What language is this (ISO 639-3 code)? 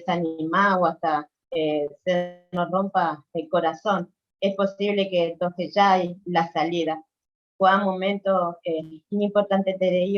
grn